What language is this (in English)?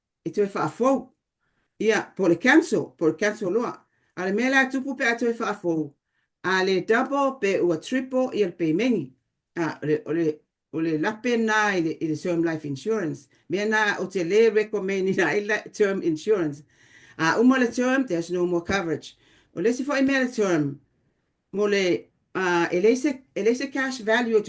Samoan